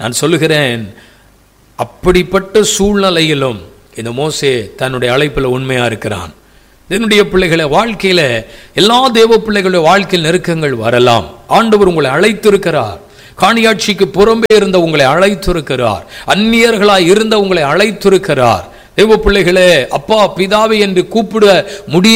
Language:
Tamil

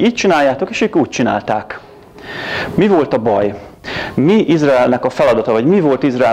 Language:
Hungarian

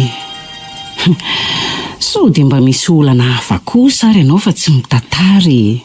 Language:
Malagasy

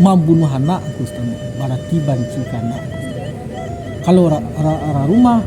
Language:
Minangkabau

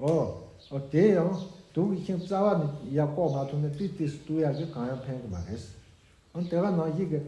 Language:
Tibetan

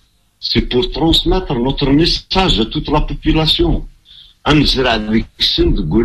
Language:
Kabyle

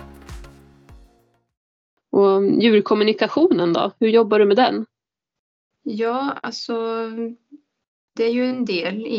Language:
Swedish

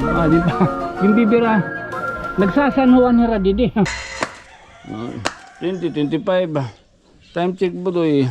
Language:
Waray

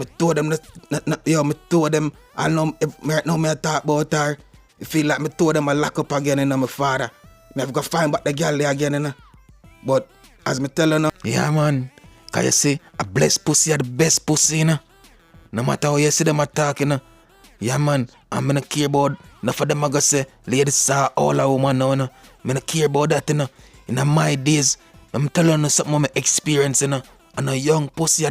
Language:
Jamaican Creole English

